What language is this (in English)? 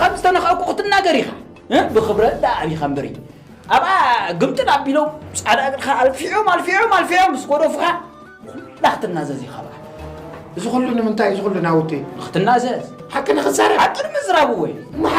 Tigrinya